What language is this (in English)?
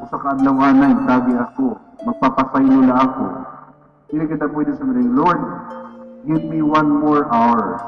Waray